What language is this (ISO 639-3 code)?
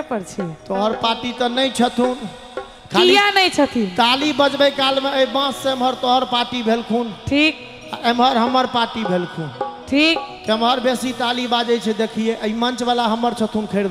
mai